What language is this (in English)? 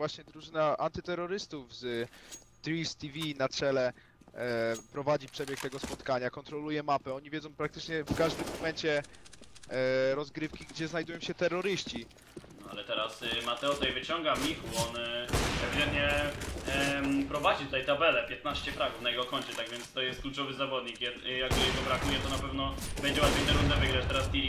Polish